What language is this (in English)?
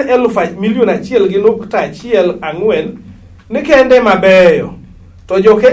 Luo (Kenya and Tanzania)